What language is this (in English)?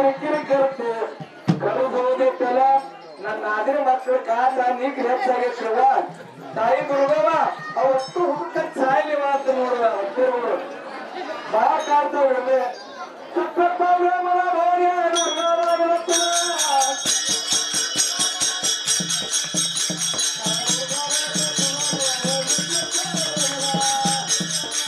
Kannada